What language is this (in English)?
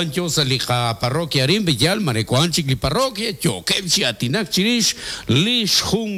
Kekchí